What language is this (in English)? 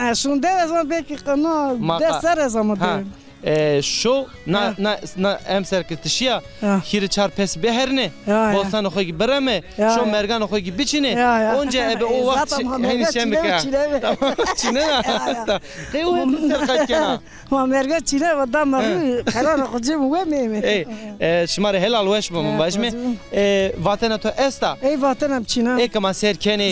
Zaza